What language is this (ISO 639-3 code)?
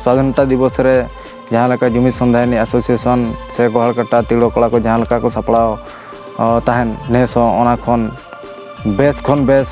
sat